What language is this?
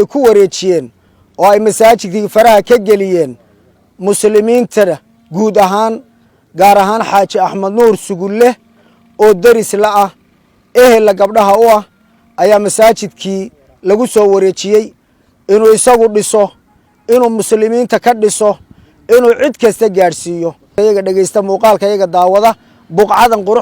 Somali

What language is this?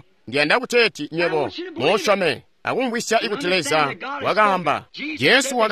Tonga (Zambia)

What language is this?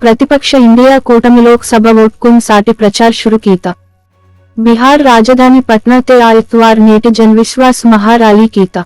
Gondi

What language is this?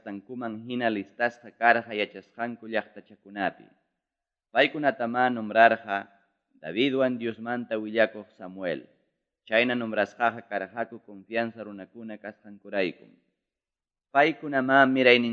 Ayacucho Quechua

